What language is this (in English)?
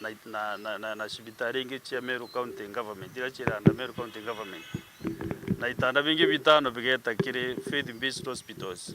Meru